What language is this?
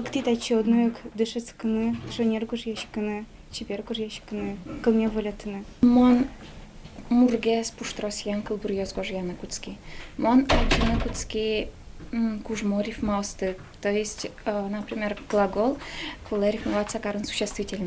Udmurt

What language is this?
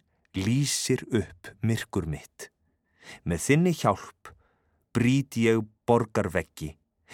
Icelandic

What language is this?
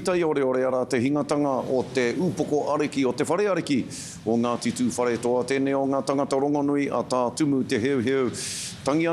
Māori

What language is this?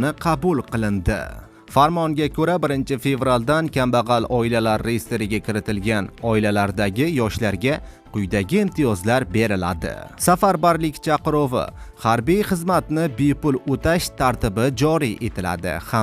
Uzbek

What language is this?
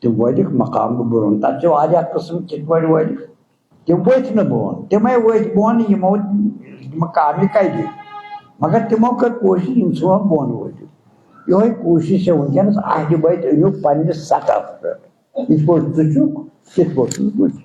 Kashmiri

